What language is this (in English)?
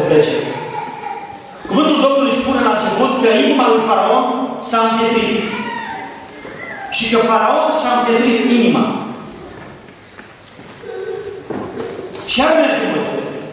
Romanian